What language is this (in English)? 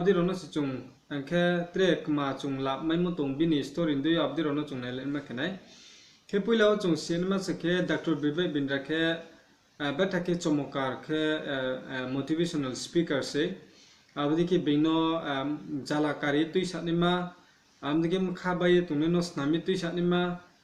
Riang (India)